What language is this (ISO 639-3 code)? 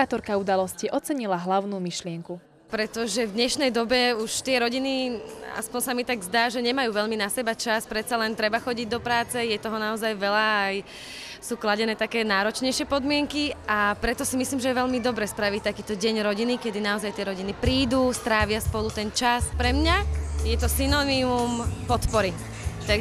slk